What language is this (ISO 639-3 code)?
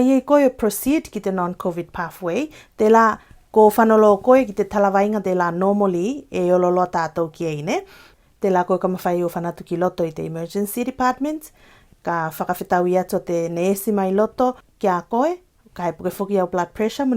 tvl